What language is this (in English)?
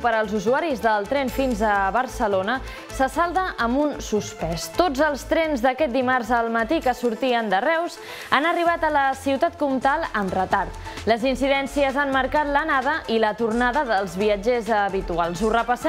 Catalan